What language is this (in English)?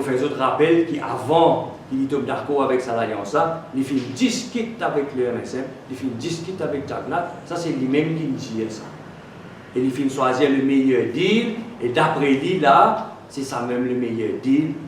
Morisyen